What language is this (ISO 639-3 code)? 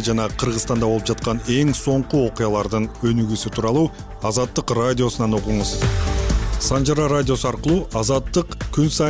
kir